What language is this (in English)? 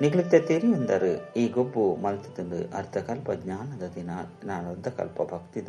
Tulu